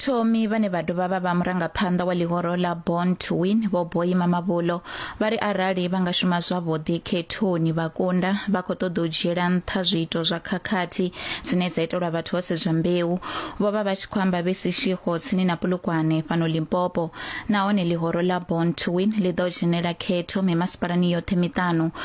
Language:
Venda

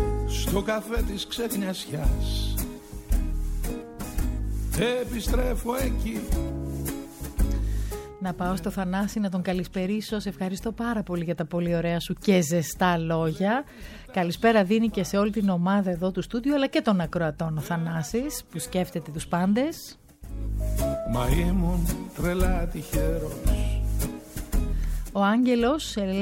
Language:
Greek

